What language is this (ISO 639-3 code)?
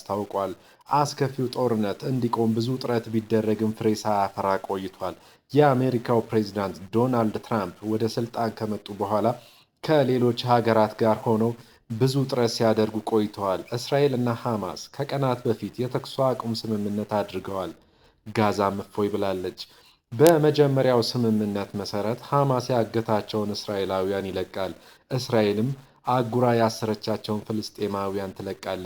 amh